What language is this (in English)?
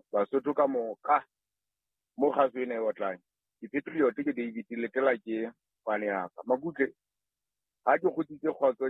Southern Sotho